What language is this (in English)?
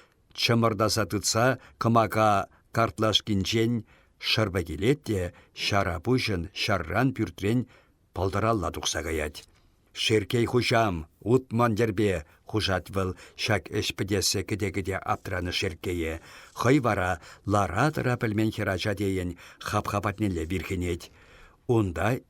Chuvash